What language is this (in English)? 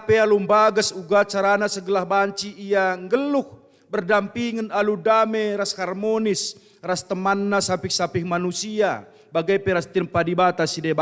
Batak Karo